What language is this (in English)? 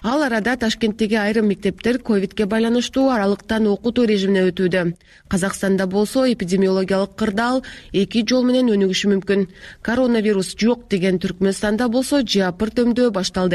Kyrgyz